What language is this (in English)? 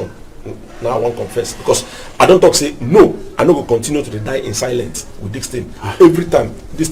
Nigerian Pidgin